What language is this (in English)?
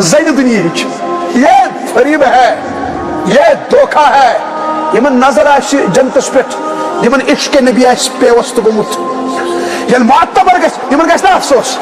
Kashmiri